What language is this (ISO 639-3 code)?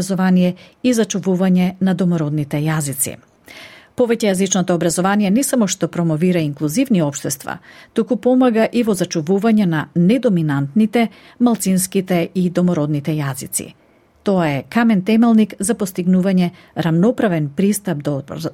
mkd